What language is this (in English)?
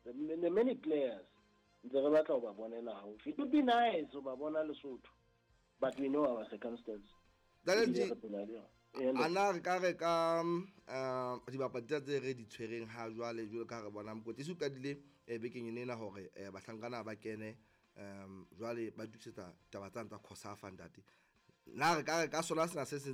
Southern Sotho